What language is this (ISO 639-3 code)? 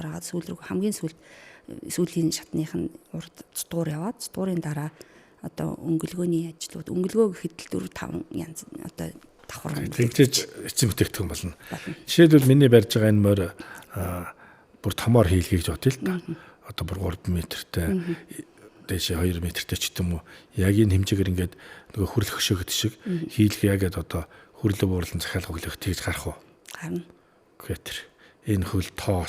mon